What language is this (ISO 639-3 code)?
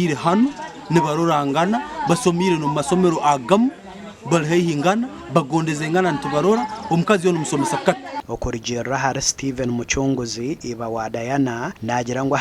nyn